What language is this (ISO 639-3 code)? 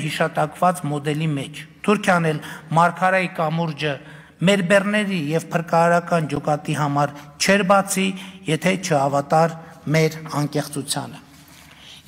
hye